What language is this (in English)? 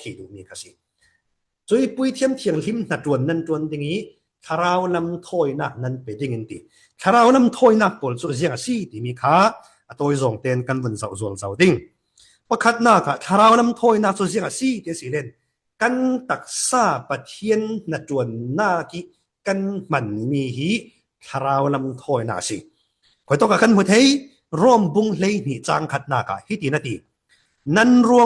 Falam Chin